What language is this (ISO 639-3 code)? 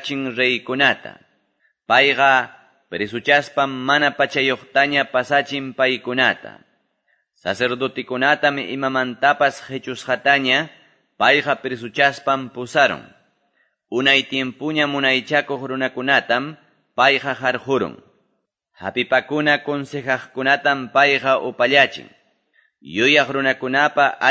que